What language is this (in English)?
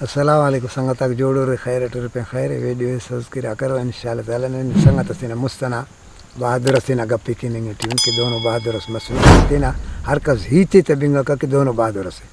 Brahui